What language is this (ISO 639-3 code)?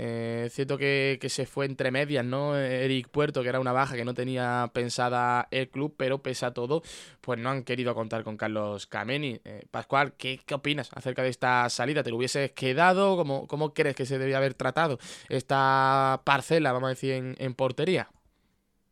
spa